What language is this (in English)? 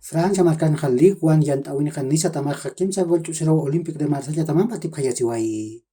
Aymara